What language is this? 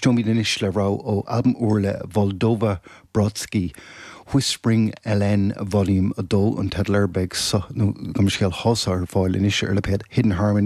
Irish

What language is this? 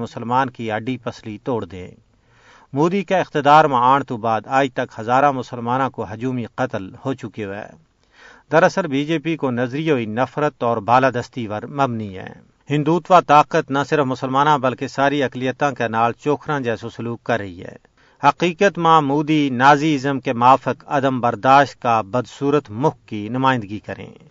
Gujari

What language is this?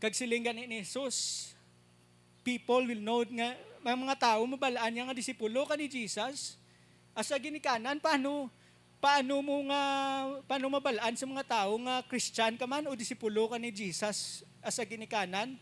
Hiligaynon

